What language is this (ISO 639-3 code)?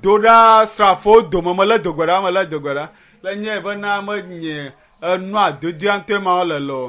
ewe